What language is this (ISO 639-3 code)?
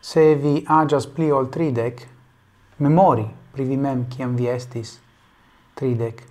epo